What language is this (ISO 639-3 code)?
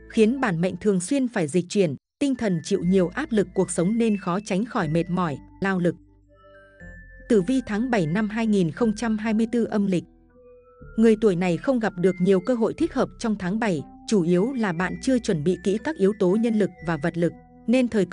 vie